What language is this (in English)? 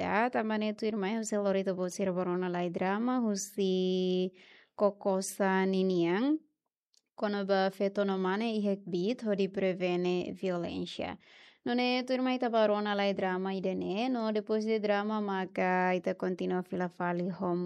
Tetum